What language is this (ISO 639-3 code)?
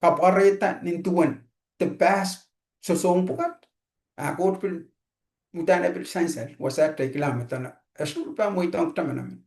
pon